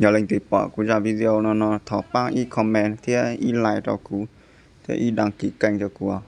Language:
Hmong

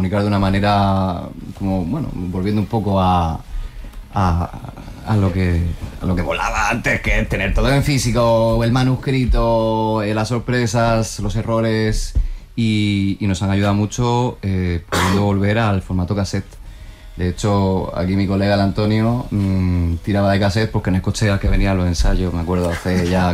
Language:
Spanish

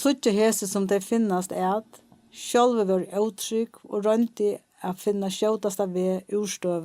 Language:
Faroese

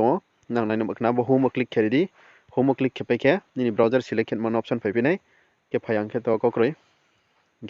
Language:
Riang (India)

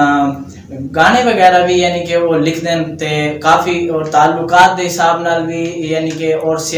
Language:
Saraiki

